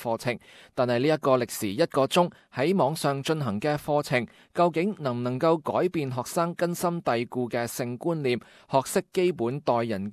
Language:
Cantonese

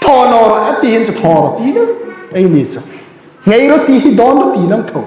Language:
Hmar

